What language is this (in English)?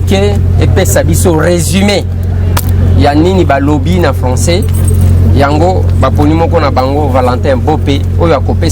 Lingala